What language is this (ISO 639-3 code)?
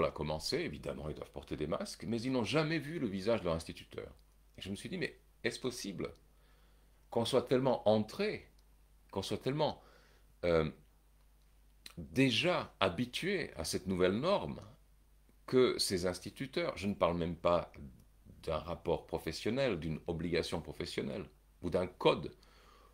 fra